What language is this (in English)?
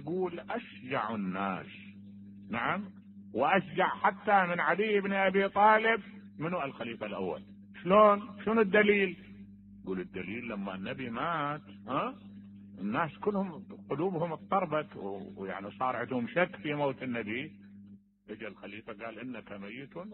Mesopotamian Arabic